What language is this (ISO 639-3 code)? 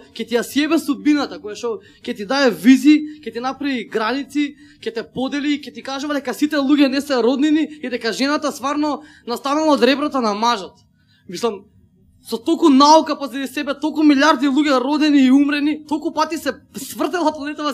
mkd